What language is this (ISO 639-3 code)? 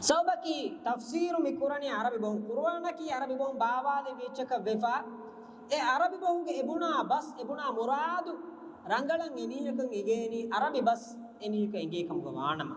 div